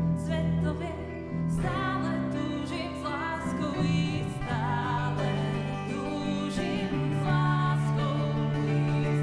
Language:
Slovak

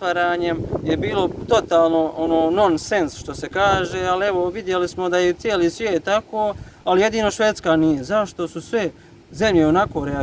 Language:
Bosnian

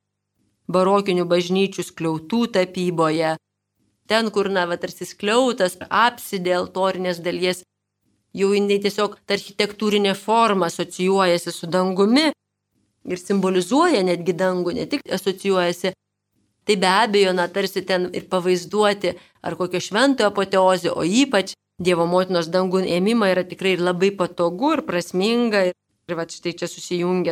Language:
Lithuanian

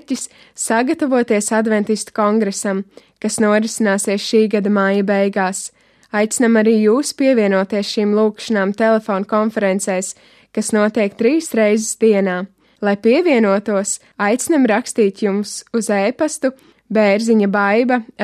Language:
Latvian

